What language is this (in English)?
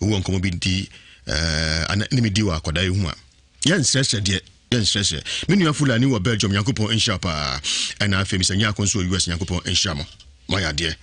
Akan